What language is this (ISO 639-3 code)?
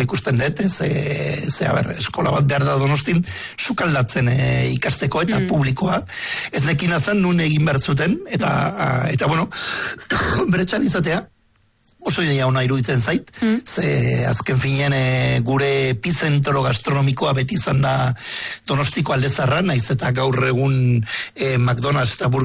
eus